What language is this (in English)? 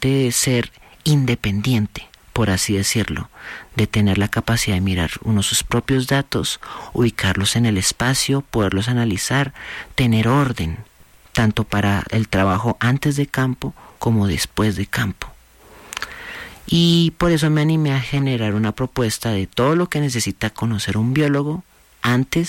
Spanish